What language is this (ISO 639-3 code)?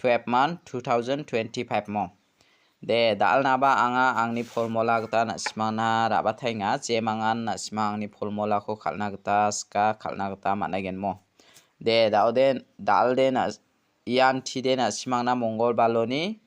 grt